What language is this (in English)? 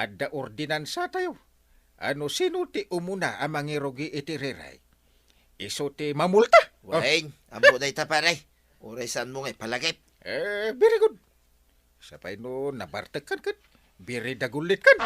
Iloko